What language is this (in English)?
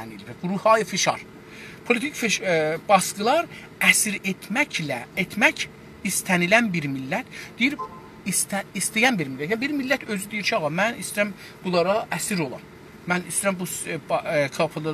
South Azerbaijani